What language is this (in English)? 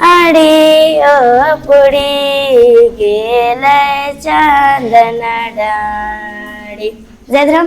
Kurukh